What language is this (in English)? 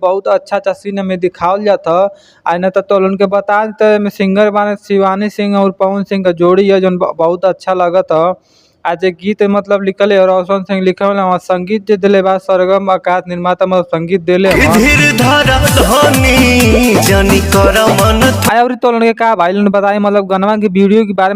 Bhojpuri